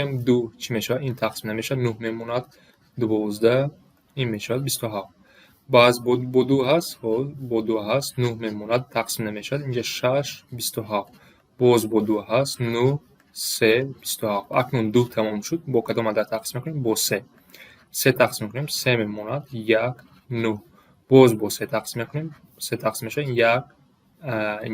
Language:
Tajik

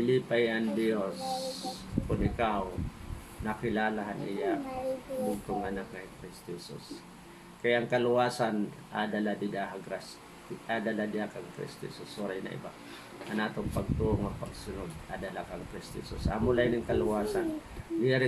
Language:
Waray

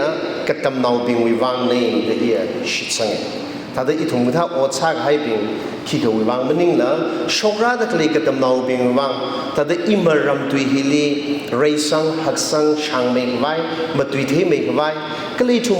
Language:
Tangkhul Naga (India)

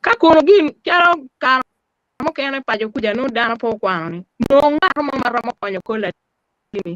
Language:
Acoli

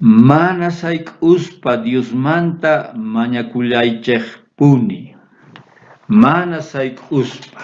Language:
South Bolivian Quechua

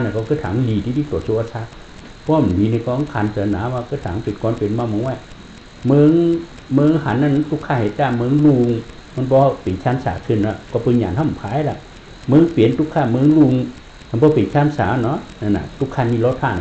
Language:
Shan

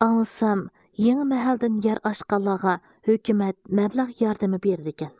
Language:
Uyghur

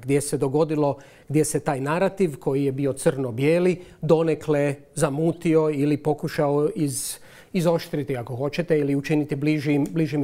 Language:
Croatian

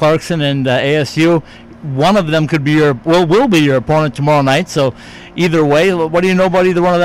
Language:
English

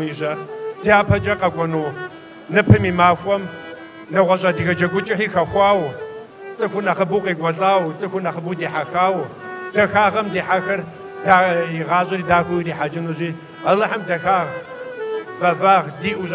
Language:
Kabardian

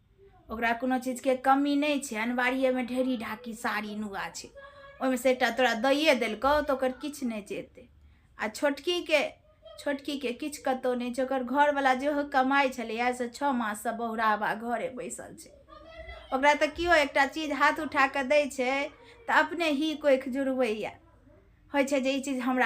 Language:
Maithili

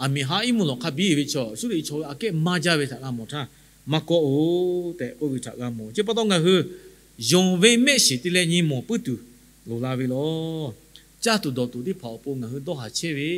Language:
Lahu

